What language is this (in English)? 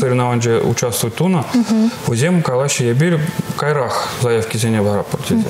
Chuvash